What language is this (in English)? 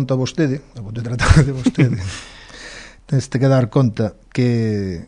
Galician